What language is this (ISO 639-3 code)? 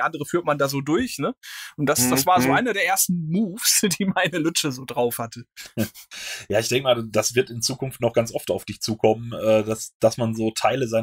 deu